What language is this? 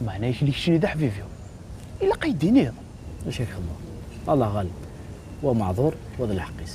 Kabyle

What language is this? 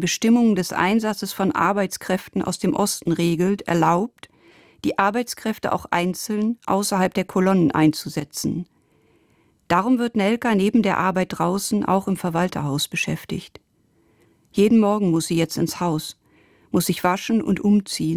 German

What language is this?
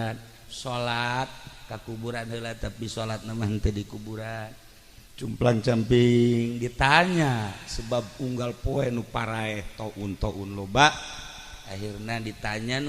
Sundanese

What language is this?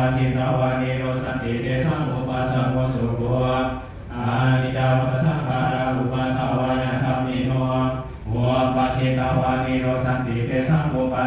Pali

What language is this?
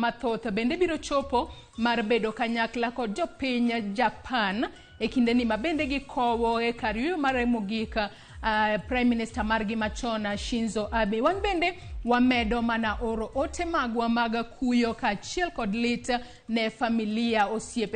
Luo (Kenya and Tanzania)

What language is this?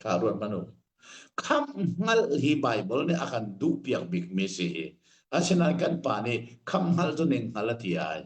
Hakha Chin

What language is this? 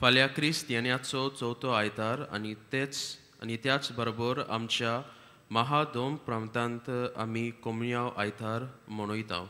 Konkani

